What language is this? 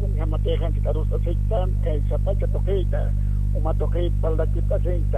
Aymara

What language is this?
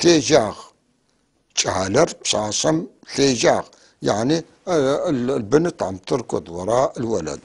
North Levantine Arabic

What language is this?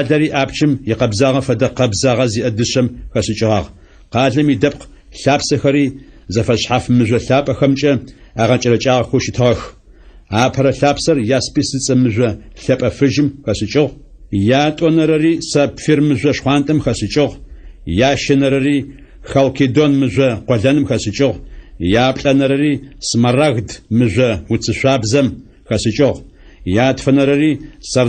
Adyghe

